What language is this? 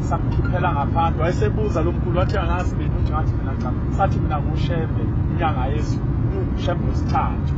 Zulu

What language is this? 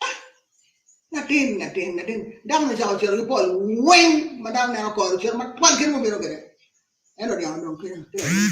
Acoli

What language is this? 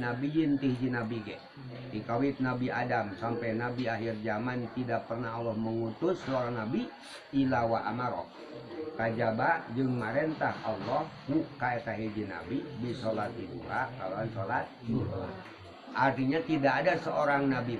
Sundanese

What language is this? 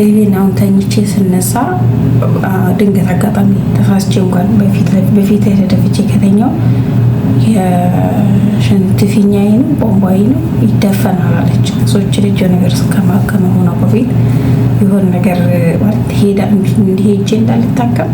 Amharic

